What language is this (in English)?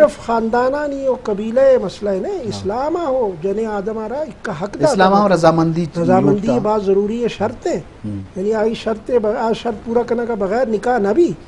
Eastern Balochi